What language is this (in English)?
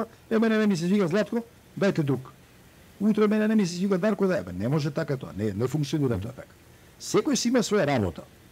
Macedonian